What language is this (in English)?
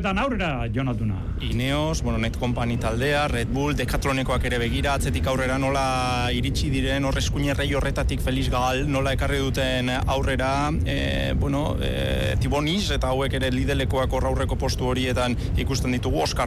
Basque